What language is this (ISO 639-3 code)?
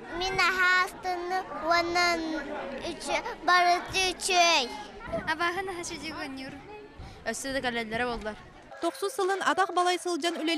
sah